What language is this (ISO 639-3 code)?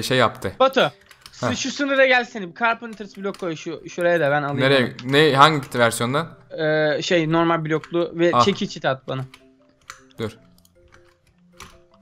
tur